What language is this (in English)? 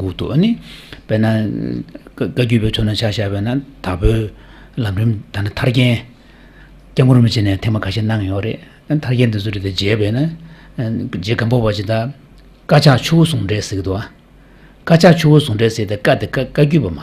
Tibetan